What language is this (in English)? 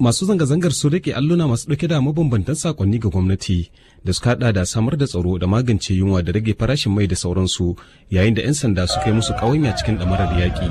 Hausa